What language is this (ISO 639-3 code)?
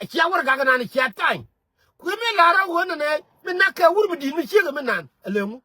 nus